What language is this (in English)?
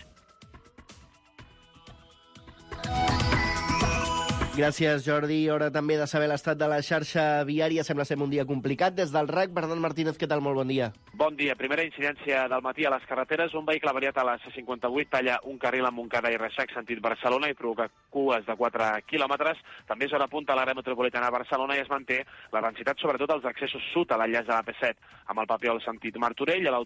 Catalan